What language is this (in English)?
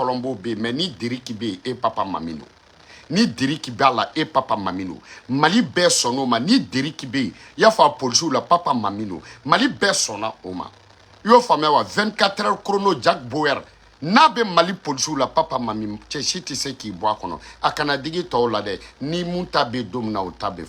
Bambara